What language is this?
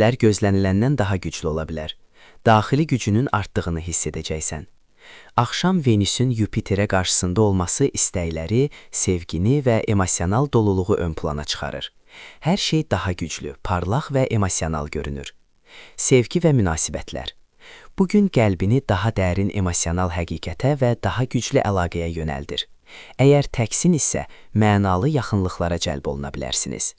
Azerbaijani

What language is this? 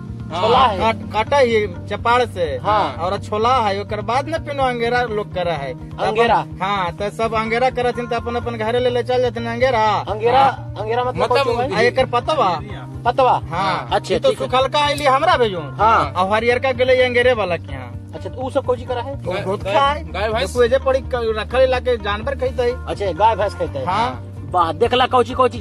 Magahi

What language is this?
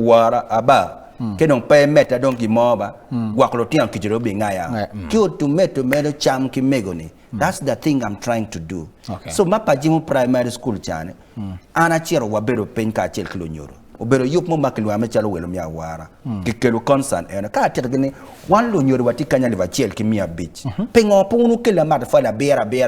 Acoli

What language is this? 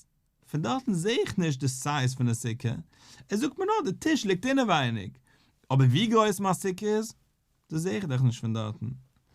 Yiddish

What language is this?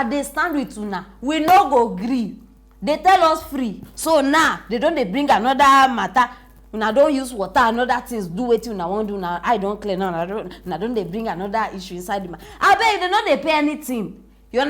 Nigerian Pidgin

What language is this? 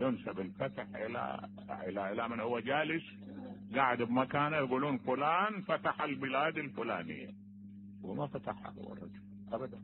Mesopotamian Arabic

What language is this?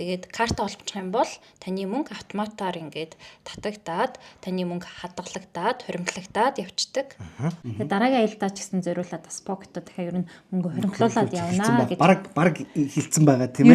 Mongolian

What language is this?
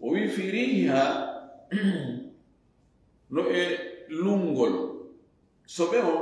Fula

